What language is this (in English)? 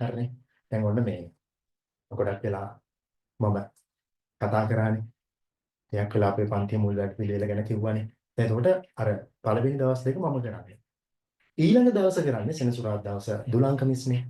Sinhala